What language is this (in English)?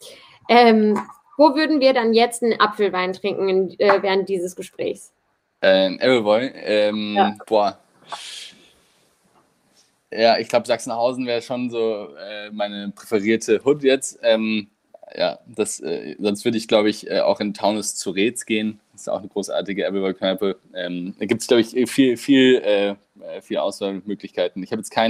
German